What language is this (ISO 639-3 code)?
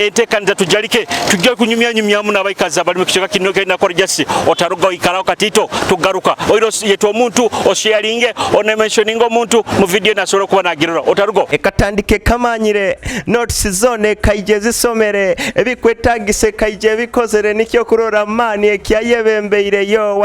nyo